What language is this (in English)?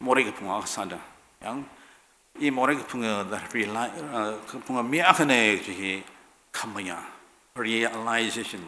Tangkhul Naga (India)